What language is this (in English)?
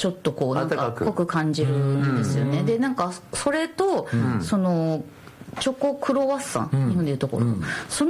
Japanese